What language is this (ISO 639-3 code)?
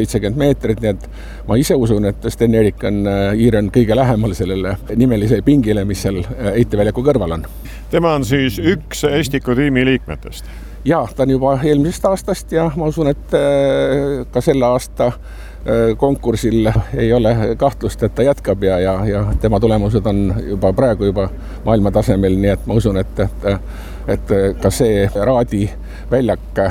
est